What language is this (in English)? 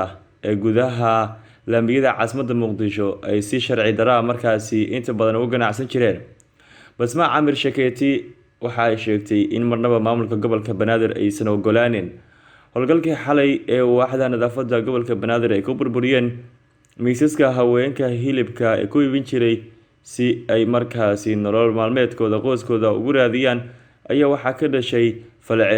Somali